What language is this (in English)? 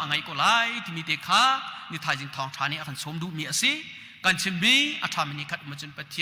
Hakha Chin